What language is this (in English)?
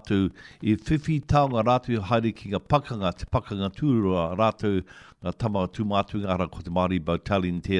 Māori